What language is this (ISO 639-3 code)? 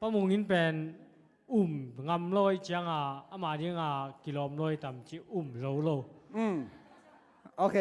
ctd